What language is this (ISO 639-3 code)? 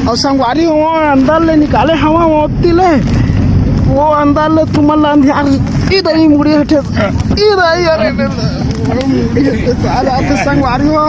hne